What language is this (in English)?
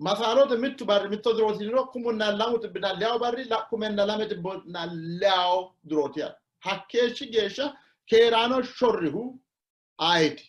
Sidamo